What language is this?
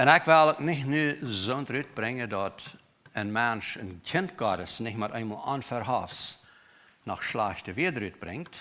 Plautdietsch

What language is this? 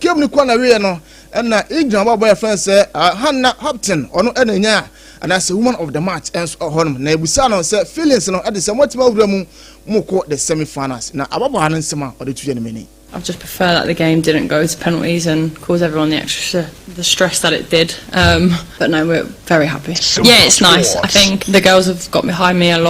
Akan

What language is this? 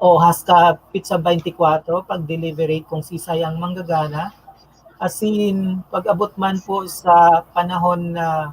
Bikol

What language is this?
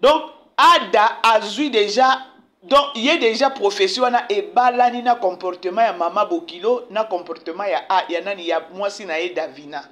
Lingala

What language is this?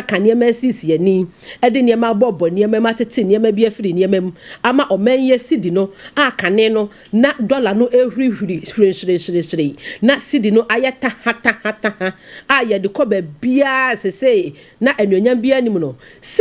Akan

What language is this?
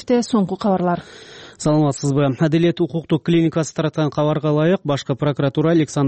Kyrgyz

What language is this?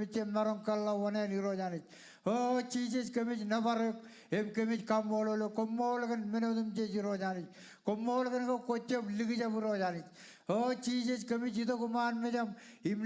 Marshallese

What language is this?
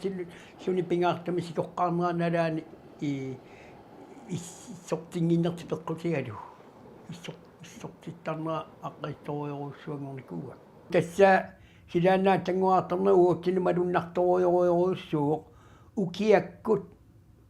Kalaallisut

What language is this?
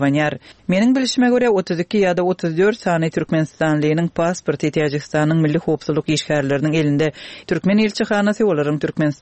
Turkmen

